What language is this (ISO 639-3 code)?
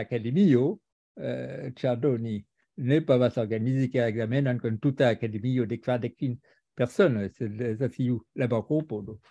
epo